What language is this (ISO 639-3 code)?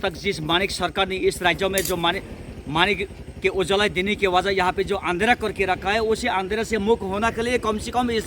trp